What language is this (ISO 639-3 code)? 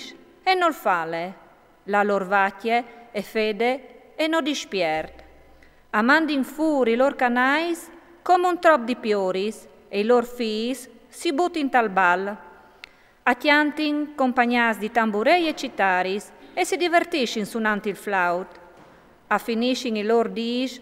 fur